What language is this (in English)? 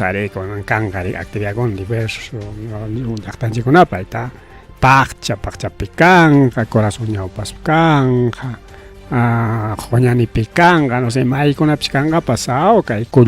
Ayacucho Quechua